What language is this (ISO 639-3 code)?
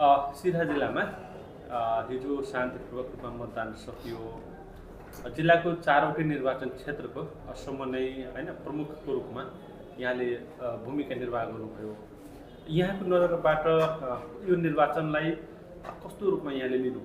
nep